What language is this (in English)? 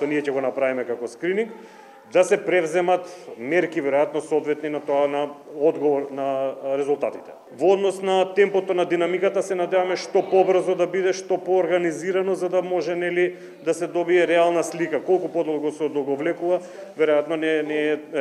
Macedonian